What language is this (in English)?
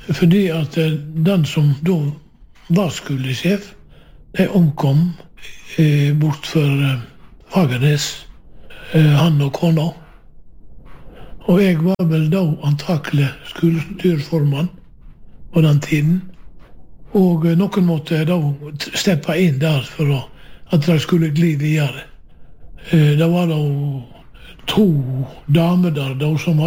Norwegian